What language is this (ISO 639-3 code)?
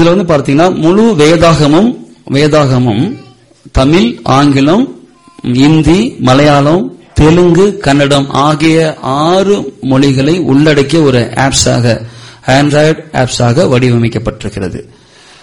tam